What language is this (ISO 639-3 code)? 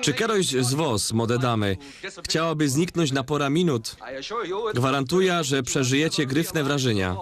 szl